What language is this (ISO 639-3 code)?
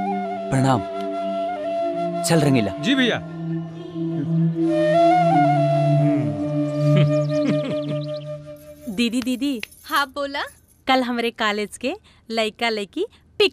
bho